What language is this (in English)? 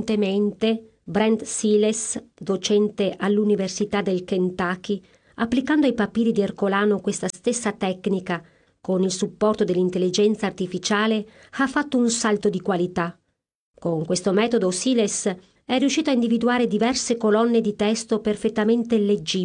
Italian